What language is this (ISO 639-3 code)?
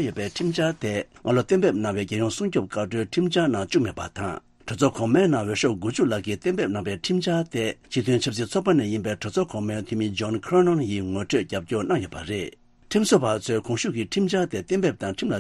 bod